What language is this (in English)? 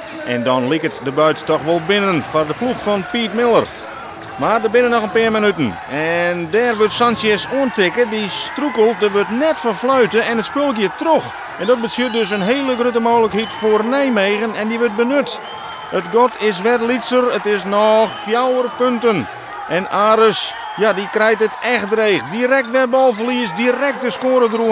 Western Frisian